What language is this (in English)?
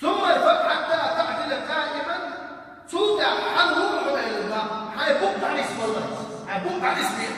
Chechen